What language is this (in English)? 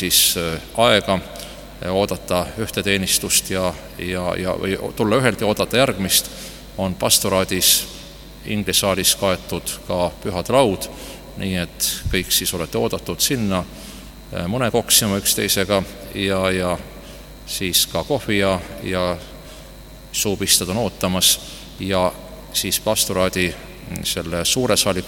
Estonian